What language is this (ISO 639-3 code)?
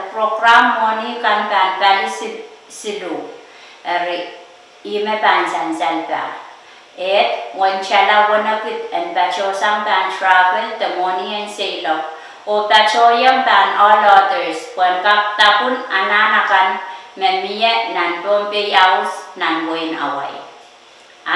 pon